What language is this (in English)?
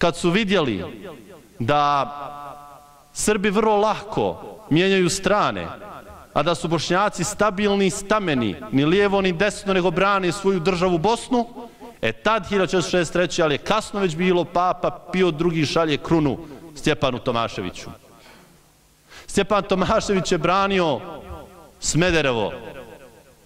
Bosnian